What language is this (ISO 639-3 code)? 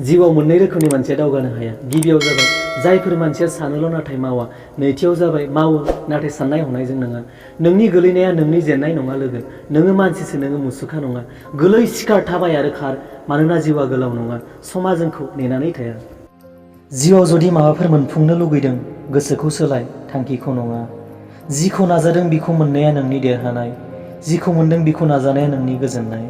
brx